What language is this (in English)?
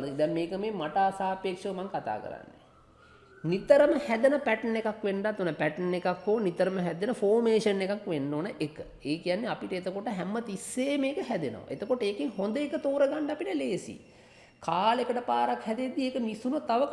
Sinhala